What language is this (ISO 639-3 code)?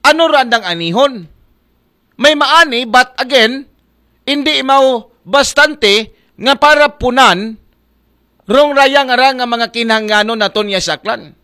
akl